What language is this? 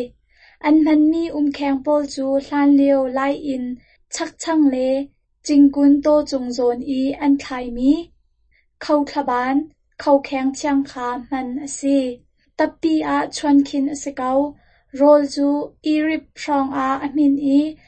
Hakha Chin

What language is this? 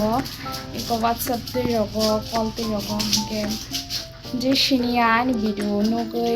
Kok Borok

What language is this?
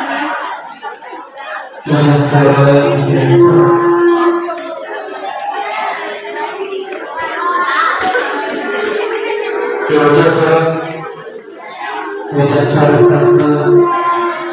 Malay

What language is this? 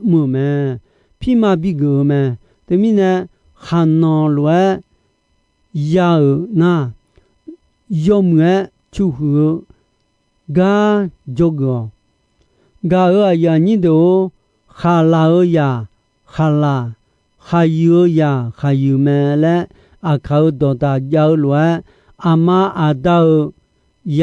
Akha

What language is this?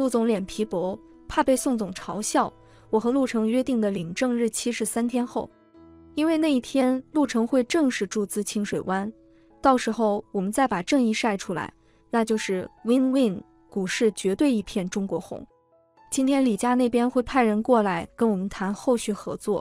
Chinese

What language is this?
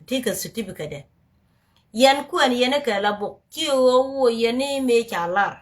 Nuer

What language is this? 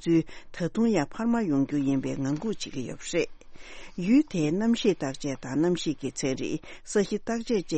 Tibetan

